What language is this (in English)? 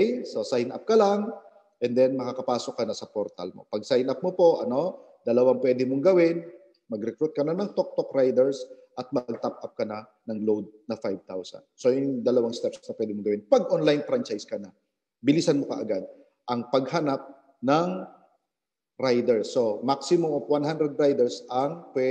Filipino